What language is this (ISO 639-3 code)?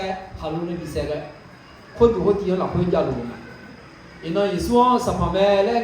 ahk